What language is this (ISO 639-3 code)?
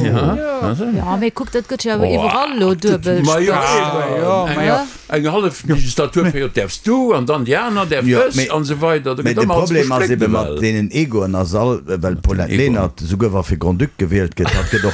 ltz